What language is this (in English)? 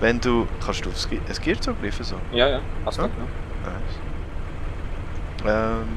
Swiss German